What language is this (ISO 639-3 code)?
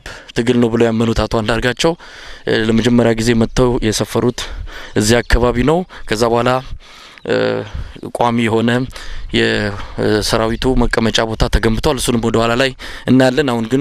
amh